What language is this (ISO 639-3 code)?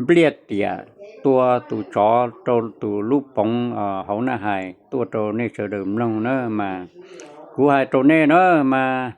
hmn